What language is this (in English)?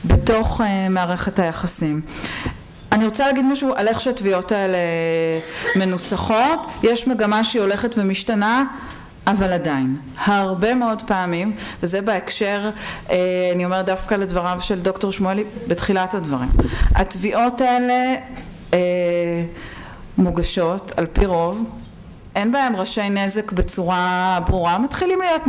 Hebrew